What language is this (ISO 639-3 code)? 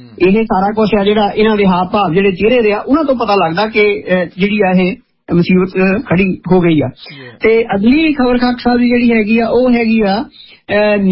pan